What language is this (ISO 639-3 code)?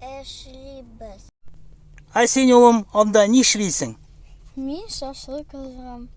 tat